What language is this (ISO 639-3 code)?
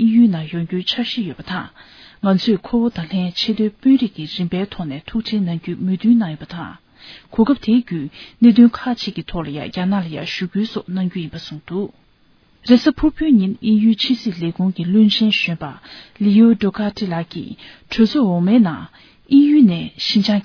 bod